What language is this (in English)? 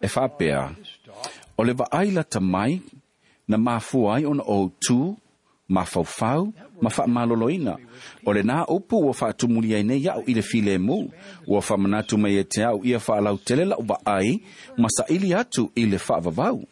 Samoan